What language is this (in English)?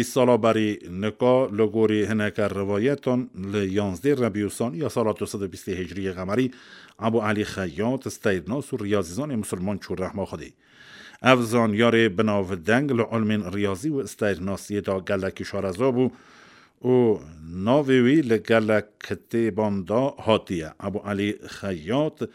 Kurdish